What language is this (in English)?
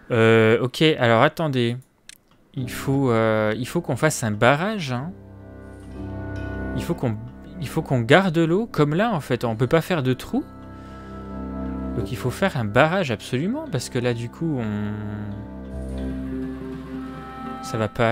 French